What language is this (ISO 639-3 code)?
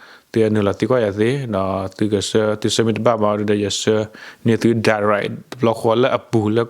ksw